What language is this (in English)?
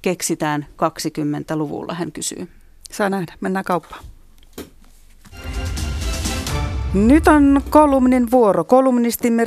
Finnish